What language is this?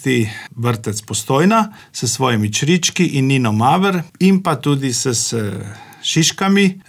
Slovenian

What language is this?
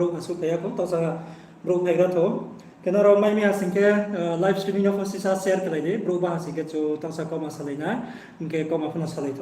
Riang (India)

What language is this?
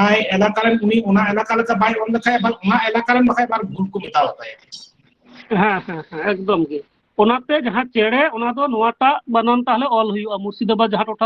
Santali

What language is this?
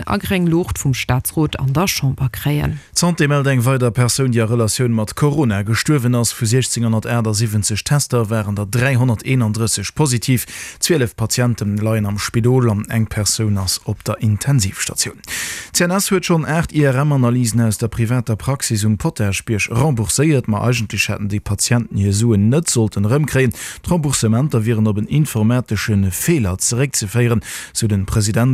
Luxembourgish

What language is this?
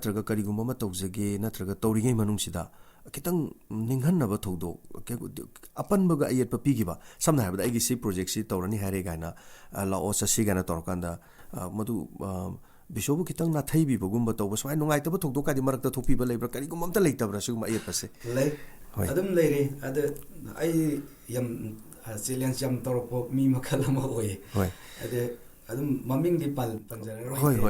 Manipuri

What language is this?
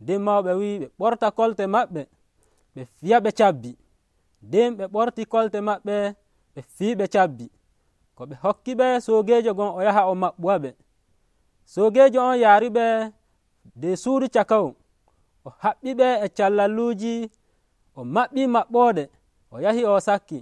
Nigerian Fulfulde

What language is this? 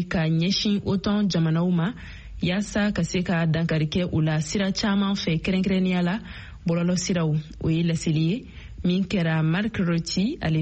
Bambara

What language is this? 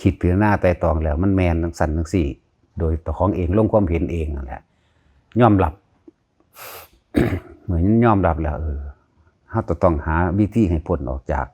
Lao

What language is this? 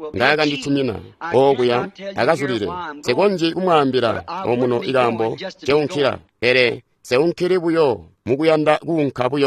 Tonga (Zambia)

